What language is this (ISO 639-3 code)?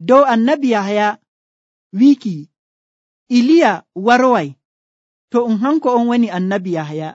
fuv